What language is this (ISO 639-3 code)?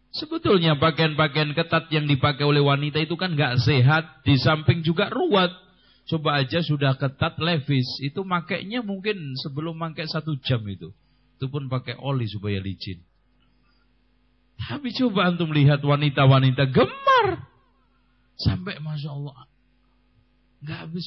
ind